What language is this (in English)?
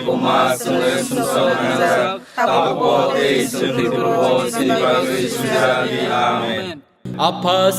Kok Borok